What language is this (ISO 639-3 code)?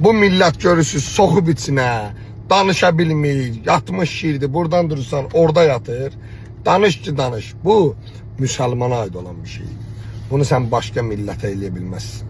aze